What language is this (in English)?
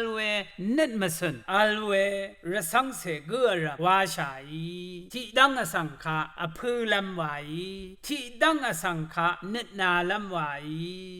Rawang